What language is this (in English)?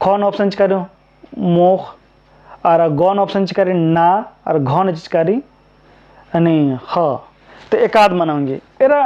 Kurukh